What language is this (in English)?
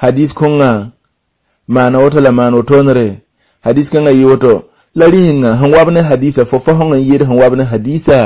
Mossi